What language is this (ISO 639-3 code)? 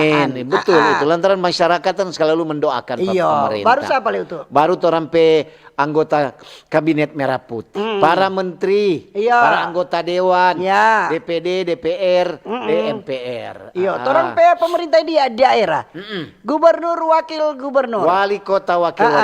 xmm